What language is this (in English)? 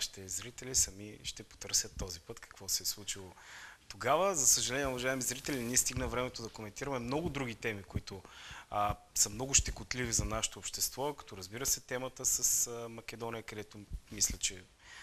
Bulgarian